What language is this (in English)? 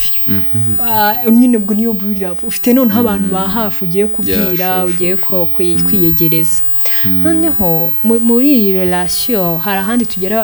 Kinyarwanda